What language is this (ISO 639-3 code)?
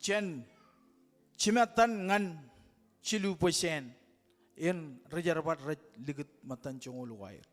mah